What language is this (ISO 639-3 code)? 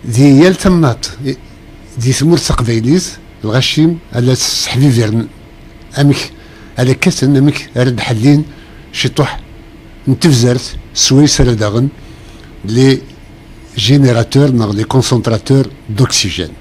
kab